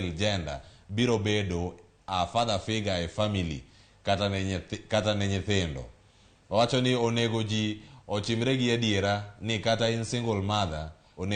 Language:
Luo (Kenya and Tanzania)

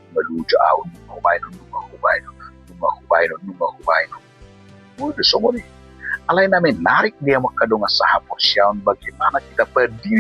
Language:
Batak Toba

